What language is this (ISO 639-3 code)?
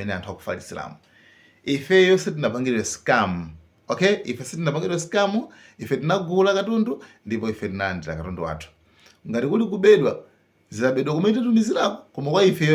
nya